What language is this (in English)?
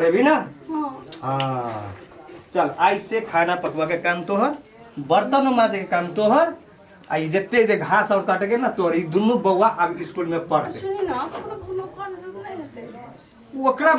Maithili